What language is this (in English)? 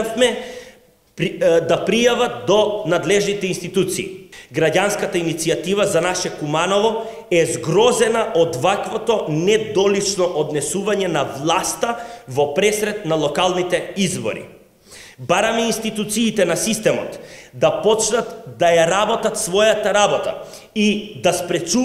Macedonian